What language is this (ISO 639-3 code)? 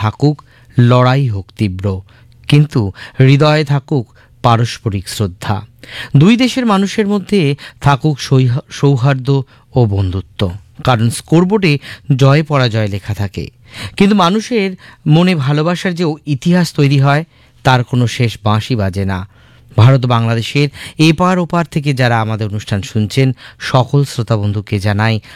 ben